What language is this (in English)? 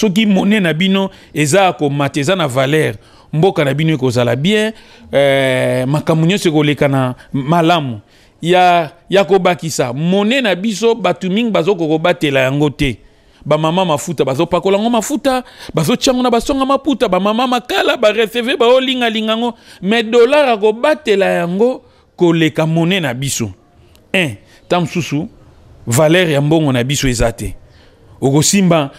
Lingala